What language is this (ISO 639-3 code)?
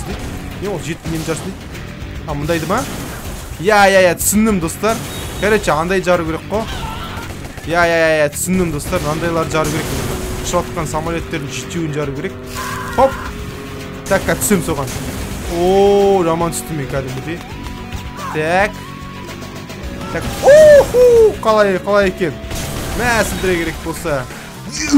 kaz